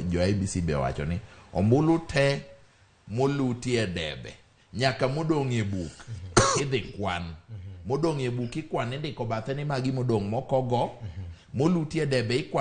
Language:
Luo (Kenya and Tanzania)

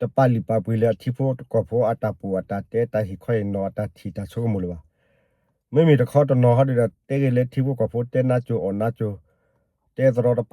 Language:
S'gaw Karen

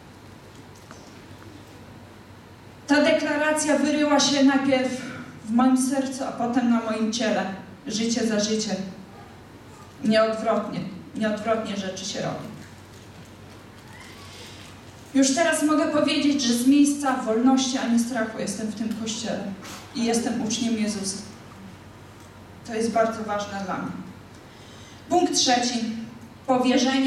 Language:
Polish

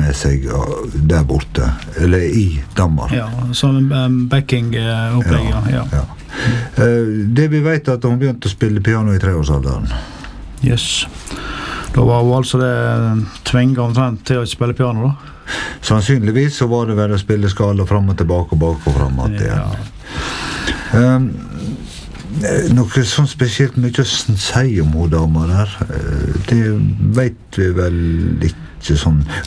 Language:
Norwegian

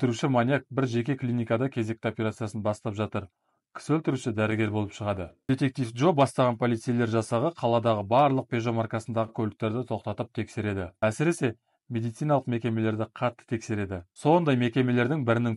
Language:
Kazakh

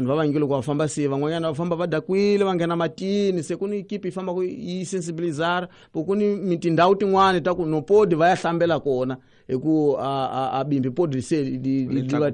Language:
Tsonga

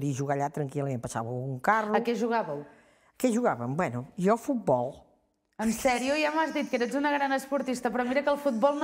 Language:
Catalan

